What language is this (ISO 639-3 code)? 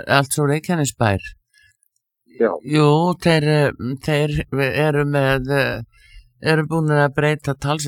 isl